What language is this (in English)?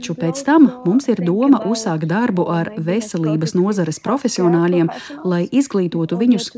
Latvian